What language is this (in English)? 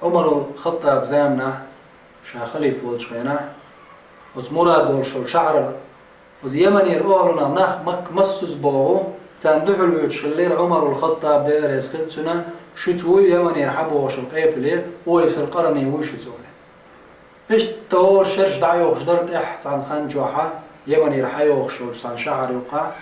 Chechen